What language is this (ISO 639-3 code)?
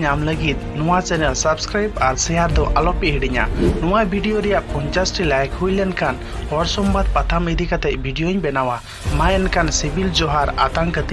sat